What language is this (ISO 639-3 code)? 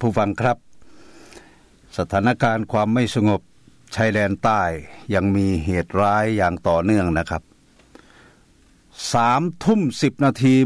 tha